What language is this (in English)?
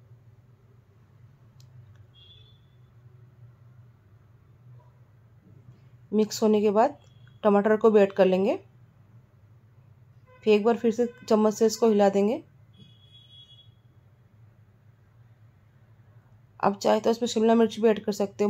Hindi